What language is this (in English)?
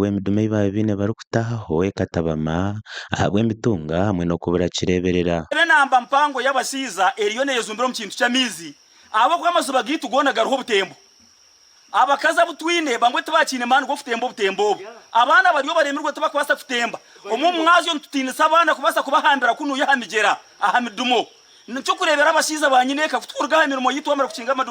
Nyankole